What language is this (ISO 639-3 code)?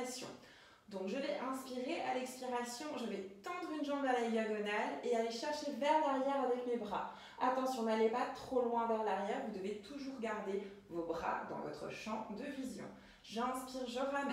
fra